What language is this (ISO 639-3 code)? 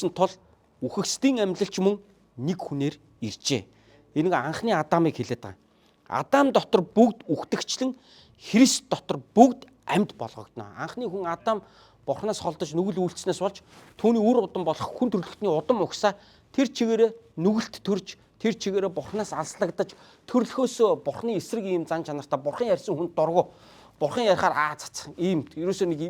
mon